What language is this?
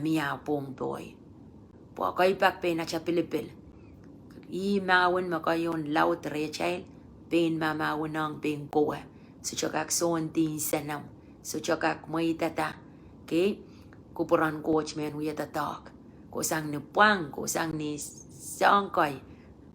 Pohnpeian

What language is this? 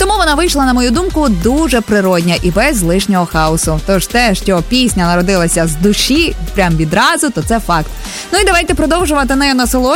Ukrainian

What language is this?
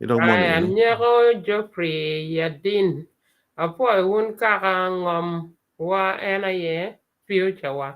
Acoli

